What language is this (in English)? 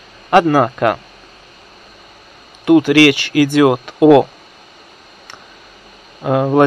Russian